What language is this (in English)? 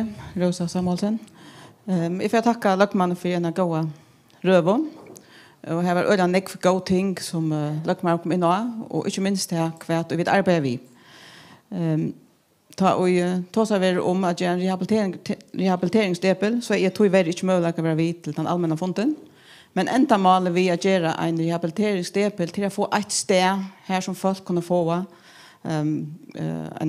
Faroese